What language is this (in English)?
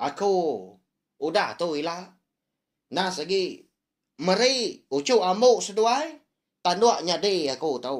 Iban